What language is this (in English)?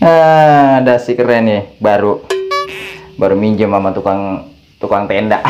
Betawi